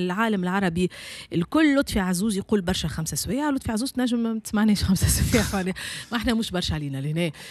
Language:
Tunisian Arabic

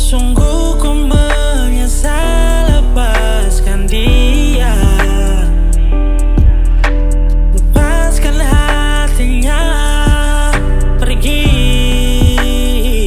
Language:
Indonesian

